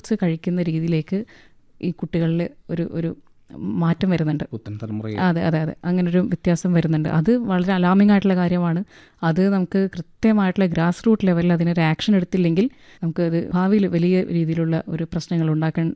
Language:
Malayalam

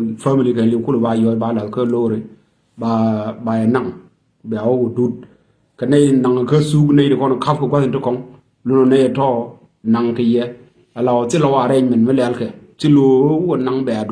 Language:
Nuer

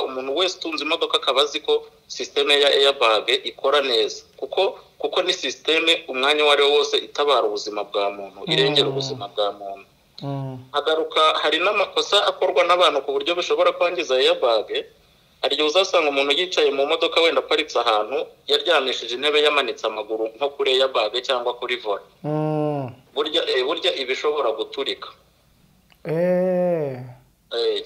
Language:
Kinyarwanda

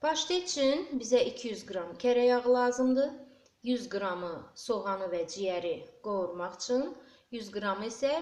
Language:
Azerbaijani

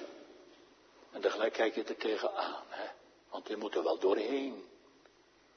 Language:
Dutch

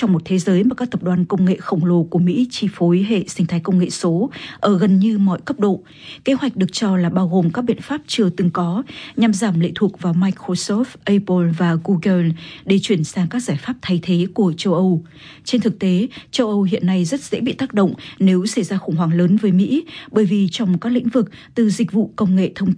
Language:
Vietnamese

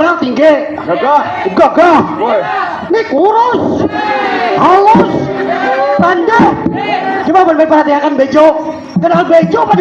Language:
Banjar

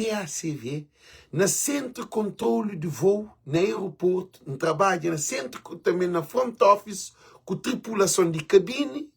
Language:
Kabuverdianu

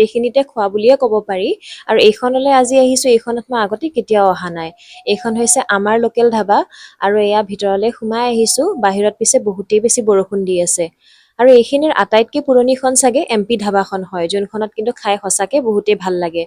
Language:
Assamese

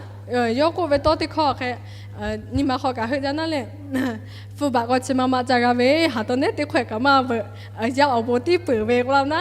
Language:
Lahu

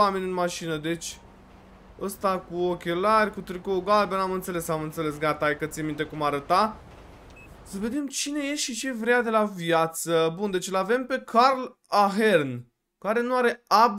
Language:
Romanian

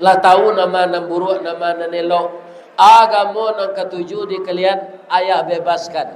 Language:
Minangkabau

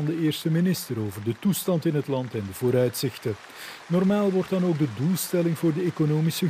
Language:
Dutch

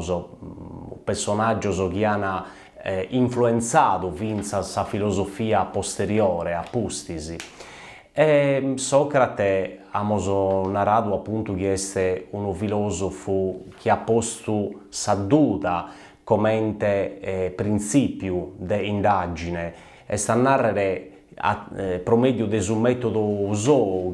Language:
Sardinian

